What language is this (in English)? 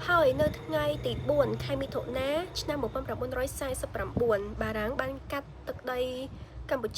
Khmer